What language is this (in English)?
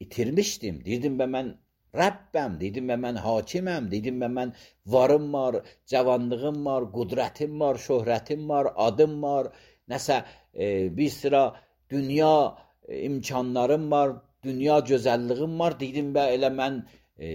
Azerbaijani